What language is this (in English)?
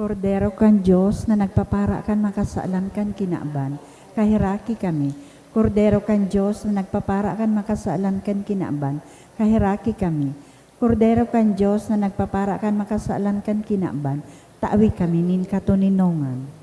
Bikol